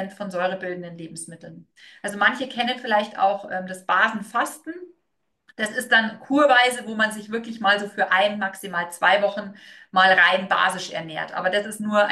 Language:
German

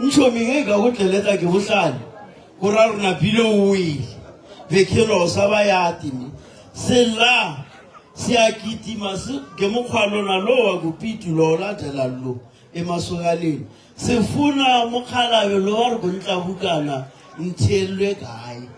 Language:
Northern Sotho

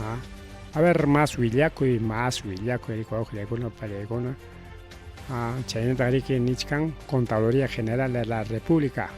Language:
Ayacucho Quechua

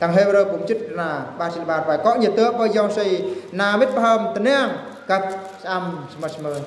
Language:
Eastern Bru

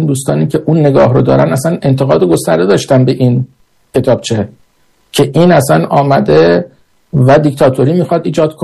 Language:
Persian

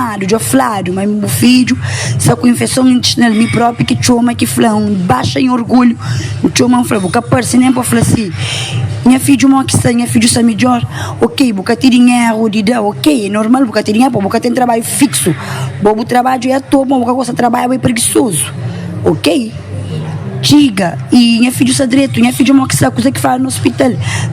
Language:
Kabuverdianu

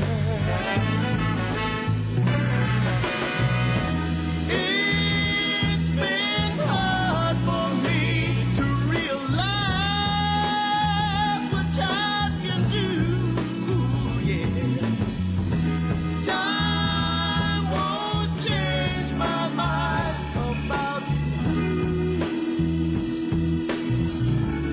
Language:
English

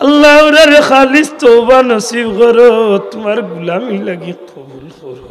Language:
Sylheti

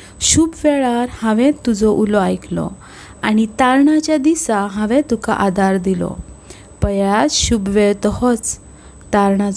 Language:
Konkani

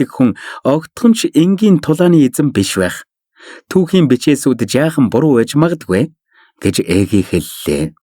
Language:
Mongolian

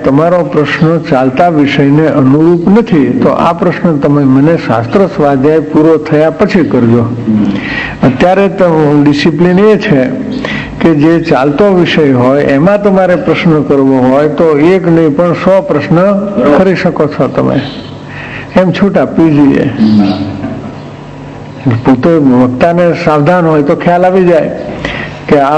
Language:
Gujarati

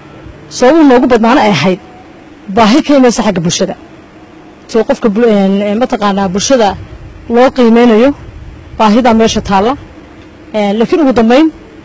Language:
Somali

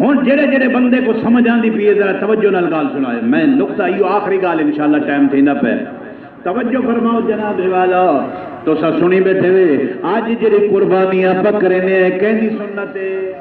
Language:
Saraiki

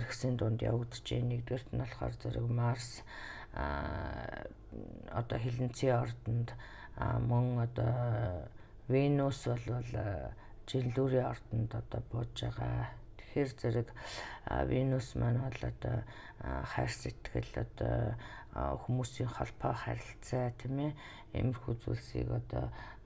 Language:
Mongolian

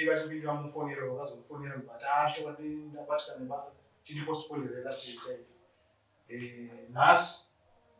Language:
Shona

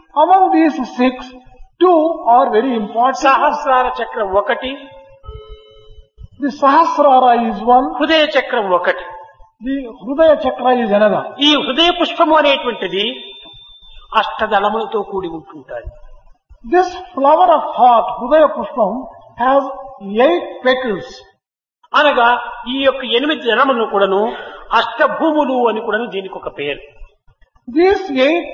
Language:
Telugu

